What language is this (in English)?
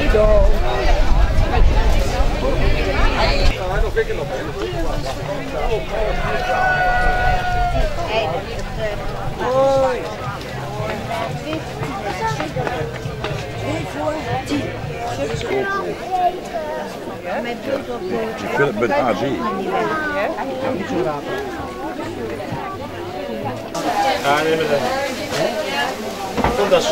Dutch